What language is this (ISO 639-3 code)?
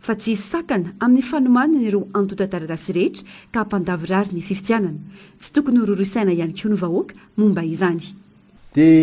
mlg